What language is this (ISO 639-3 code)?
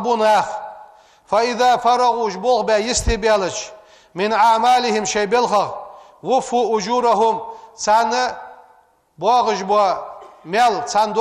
inh